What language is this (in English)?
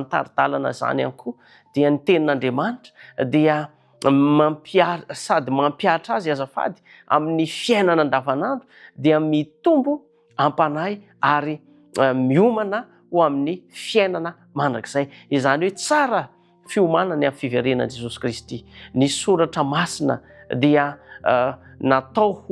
Malagasy